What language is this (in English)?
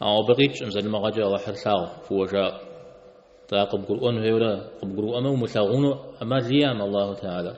Kabardian